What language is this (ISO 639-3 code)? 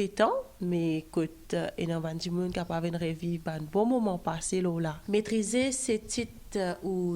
mfe